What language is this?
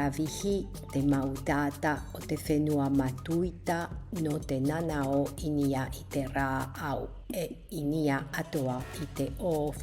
Tahitian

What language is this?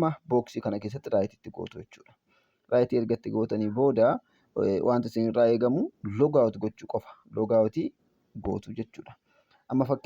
Oromo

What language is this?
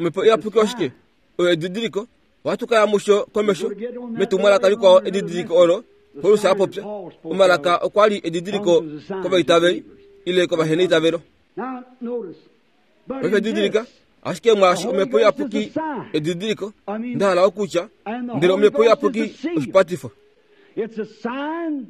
Kuanyama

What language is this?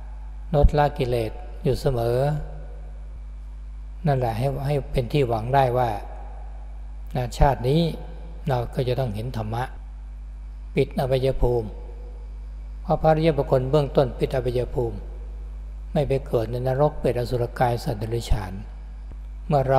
Thai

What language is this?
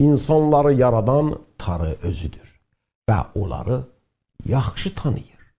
South Azerbaijani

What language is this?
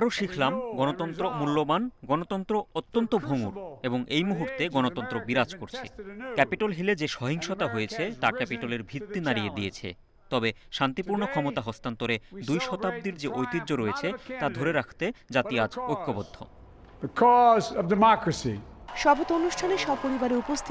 Bangla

